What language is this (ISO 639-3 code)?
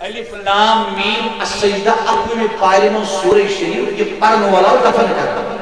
kas